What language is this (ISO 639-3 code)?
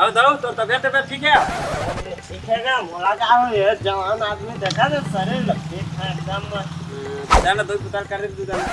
hne